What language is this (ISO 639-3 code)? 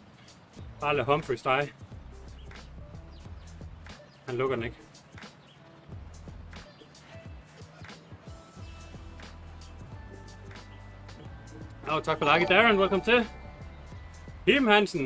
dan